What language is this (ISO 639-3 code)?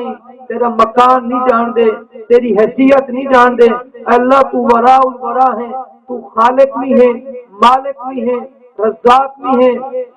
skr